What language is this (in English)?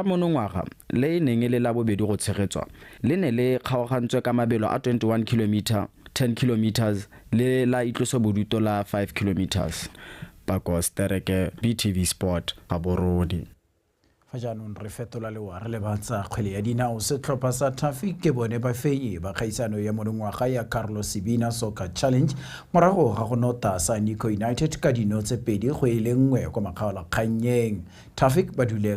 Tswana